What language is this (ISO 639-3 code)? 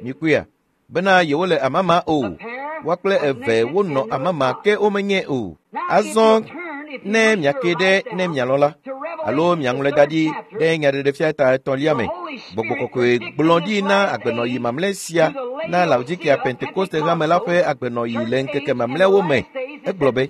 ewe